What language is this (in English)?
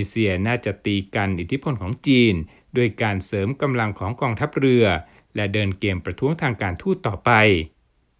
Thai